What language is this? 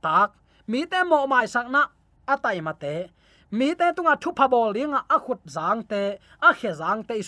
Tedim Chin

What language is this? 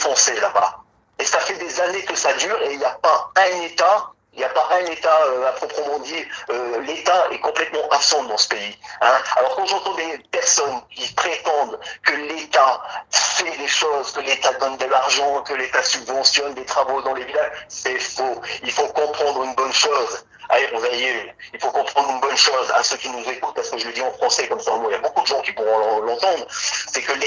Kabyle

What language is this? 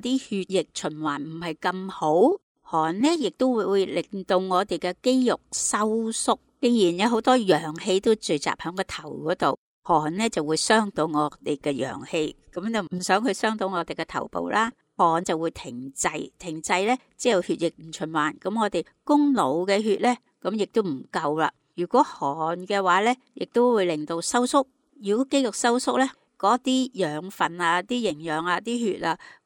Cantonese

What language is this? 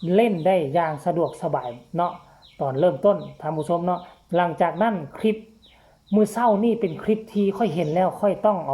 Northeastern Thai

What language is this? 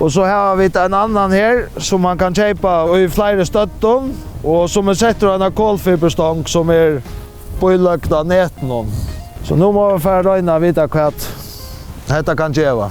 Faroese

